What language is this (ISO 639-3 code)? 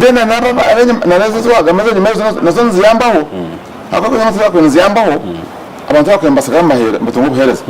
nyn